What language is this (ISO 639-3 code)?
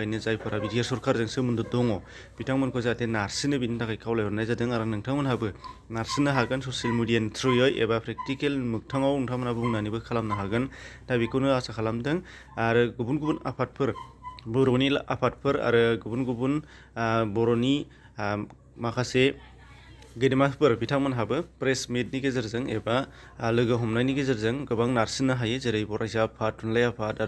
brx